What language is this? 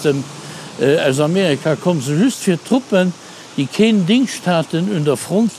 Luxembourgish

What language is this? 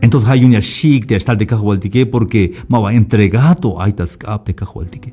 Tzeltal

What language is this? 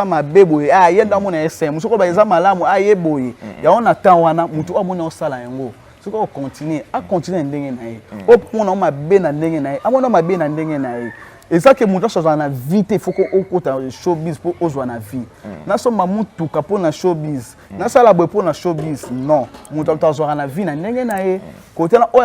Lingala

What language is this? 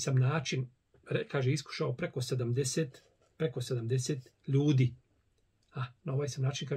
Bosnian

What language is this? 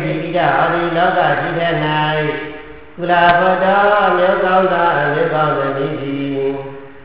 Burmese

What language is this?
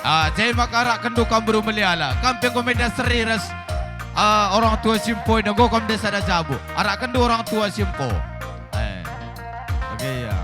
Batak Karo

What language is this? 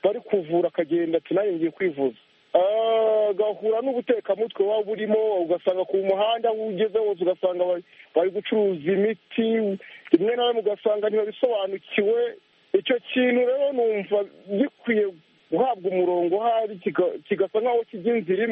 Kinyarwanda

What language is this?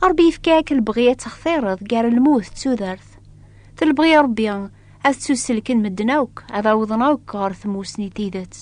Kabyle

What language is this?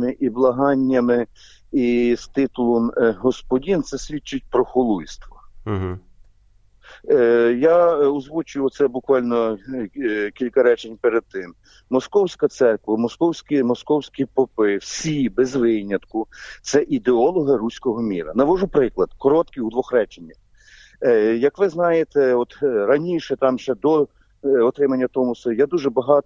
Ukrainian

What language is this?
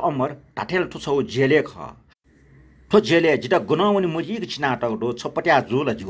Newari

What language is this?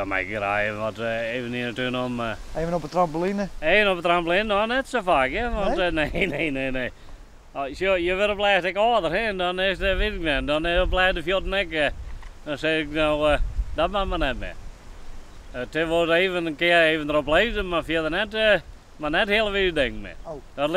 Western Frisian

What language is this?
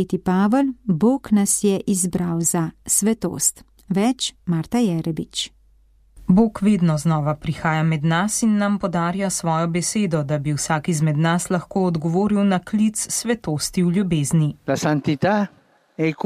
Slovenian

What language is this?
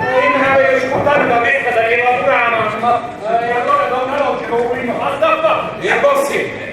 Neapolitan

